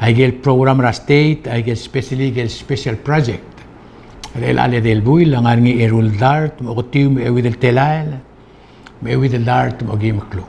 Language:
Palauan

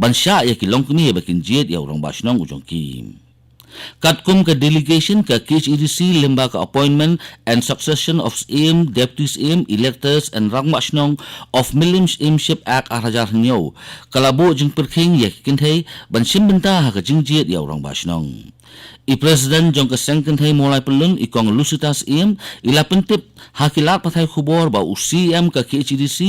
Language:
Khasi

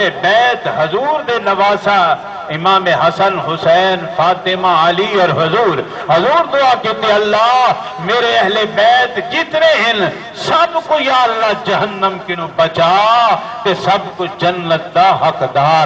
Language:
Saraiki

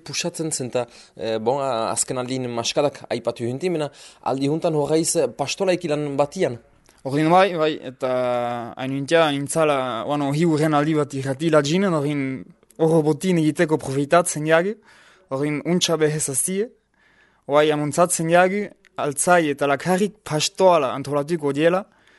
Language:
Basque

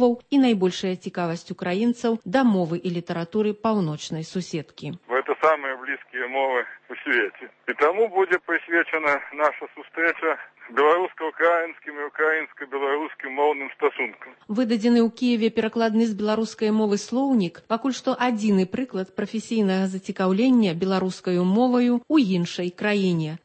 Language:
Belarusian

